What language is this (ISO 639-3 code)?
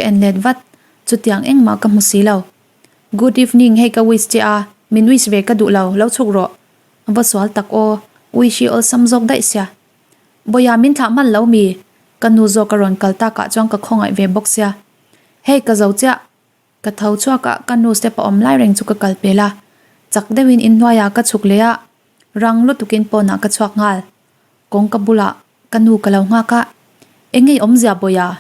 lus